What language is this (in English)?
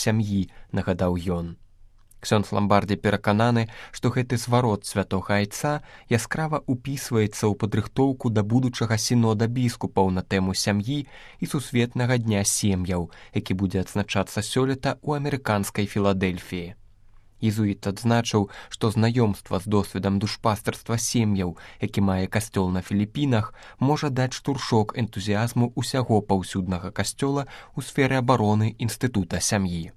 Belarusian